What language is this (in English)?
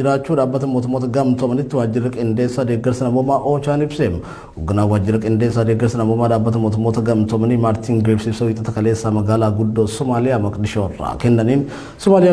Oromo